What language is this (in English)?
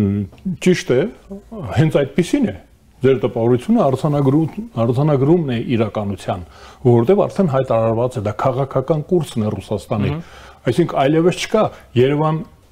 Armenian